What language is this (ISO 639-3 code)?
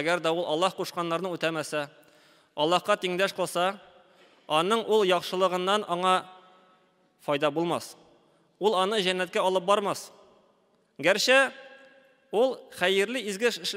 tat